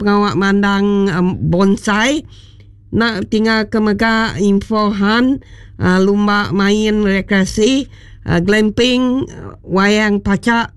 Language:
Iban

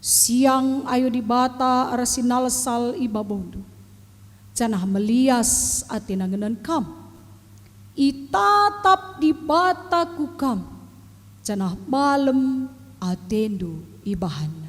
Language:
Batak Karo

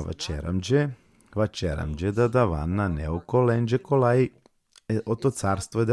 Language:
Balkan Romani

